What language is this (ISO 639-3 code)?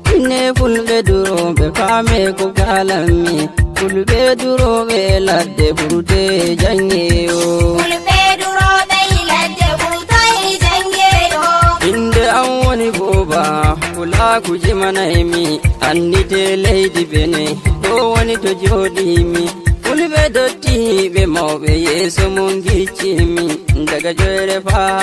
fuv